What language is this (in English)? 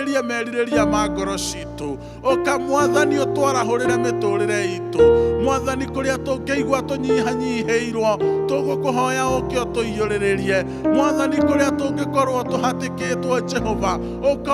Kikuyu